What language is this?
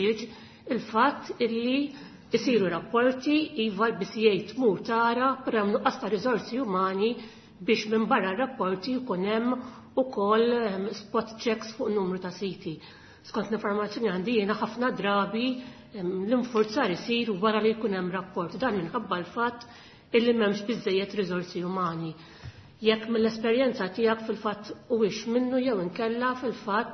Maltese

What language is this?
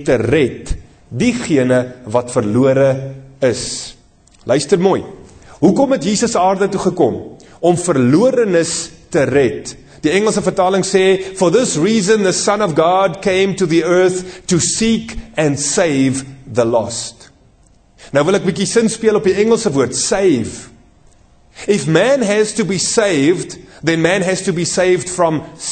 Afrikaans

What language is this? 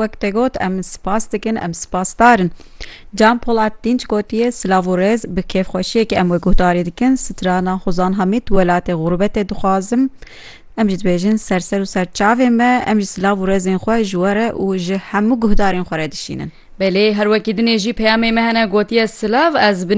Kurdish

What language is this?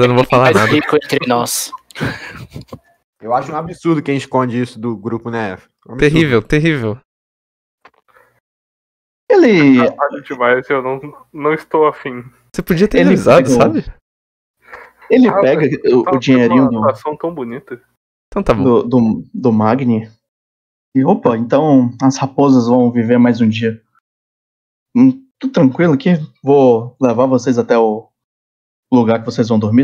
Portuguese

